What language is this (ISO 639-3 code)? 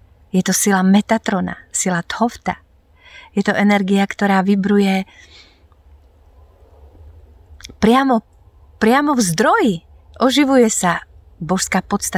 slk